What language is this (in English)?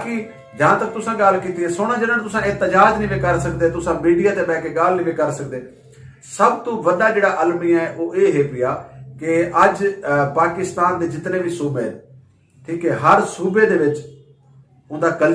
Saraiki